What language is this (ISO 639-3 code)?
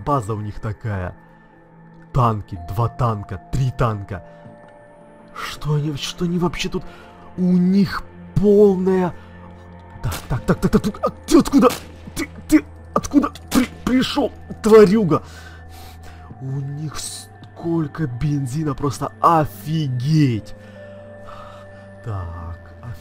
rus